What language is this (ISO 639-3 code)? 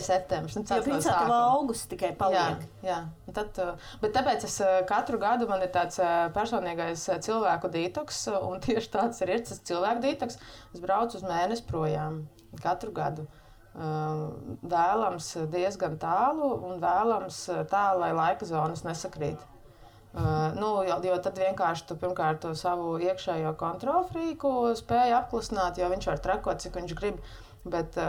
lav